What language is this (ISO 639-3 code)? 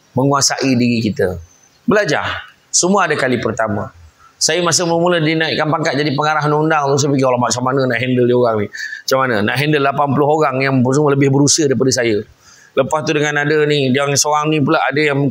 msa